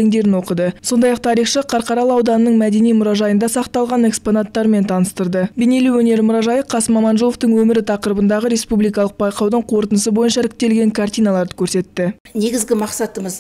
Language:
Kazakh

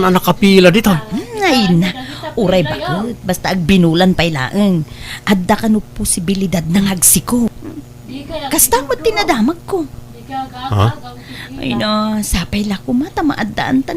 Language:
Iloko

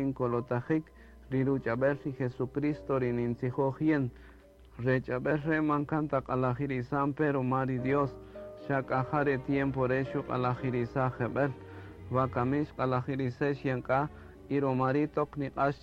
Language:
Kaqchikel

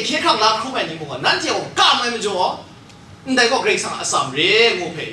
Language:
Kachin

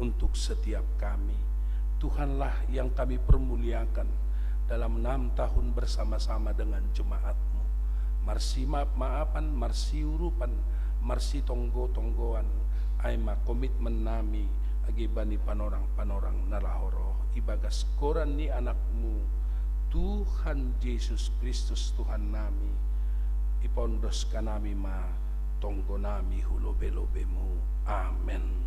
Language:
Batak Simalungun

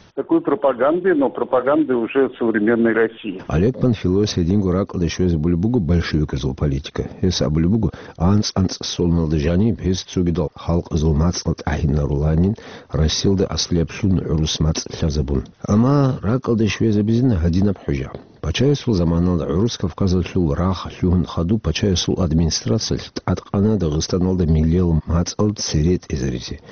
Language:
Avaric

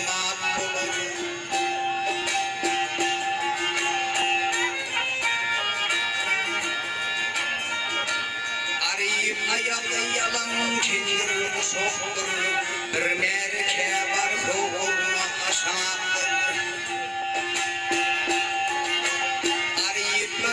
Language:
Turkish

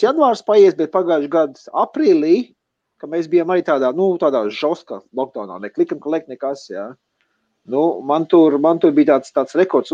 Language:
Latvian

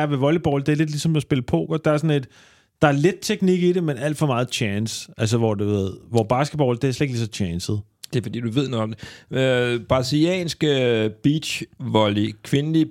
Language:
Danish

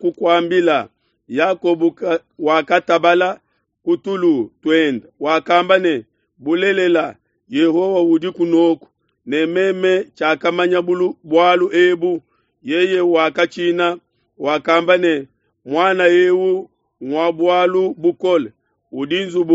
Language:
Luba-Lulua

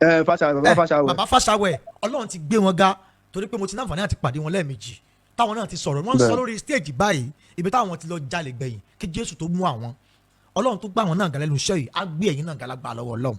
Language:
Yoruba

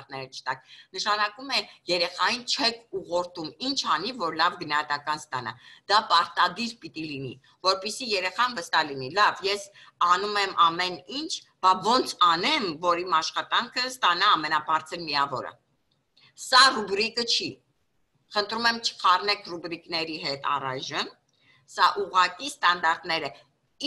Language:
Armenian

